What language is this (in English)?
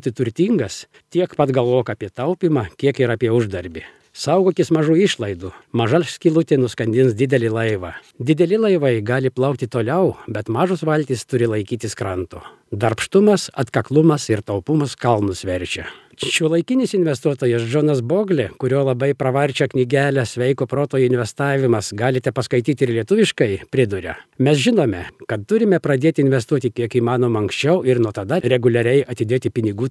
Lithuanian